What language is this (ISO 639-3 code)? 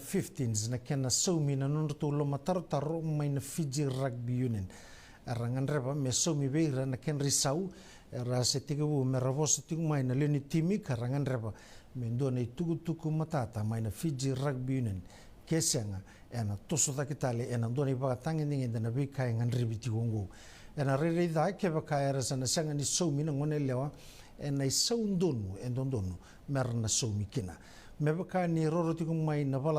fij